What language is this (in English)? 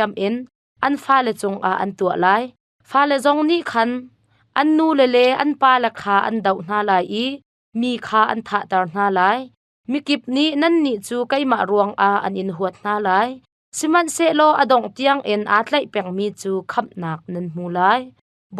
Hakha Chin